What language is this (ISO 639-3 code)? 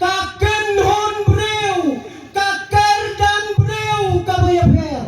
kha